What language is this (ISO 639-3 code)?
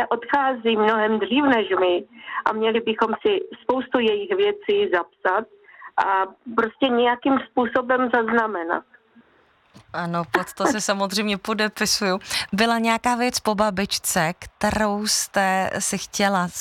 ces